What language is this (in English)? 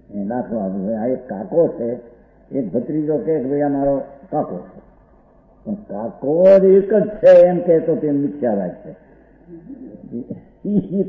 Gujarati